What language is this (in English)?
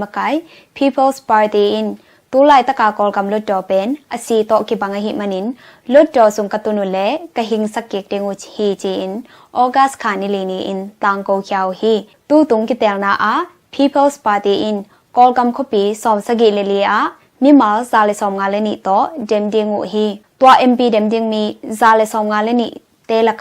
Tedim Chin